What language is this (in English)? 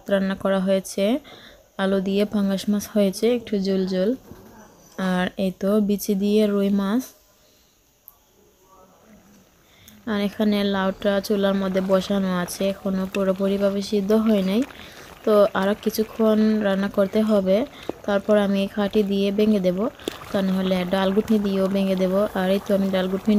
Bangla